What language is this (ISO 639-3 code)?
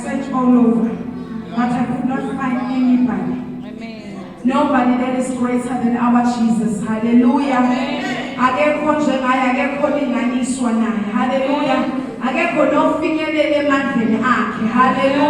zul